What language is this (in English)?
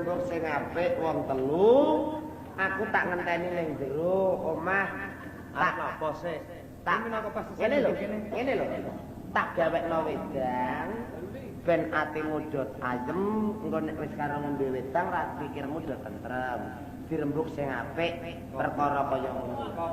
Javanese